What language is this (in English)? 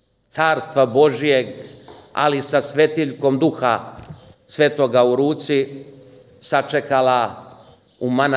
Serbian